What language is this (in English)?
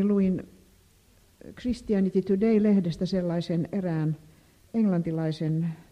Finnish